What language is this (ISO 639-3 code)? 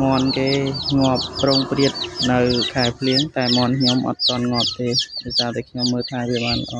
khm